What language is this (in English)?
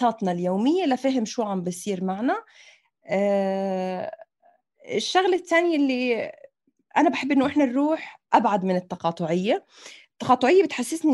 North Levantine Arabic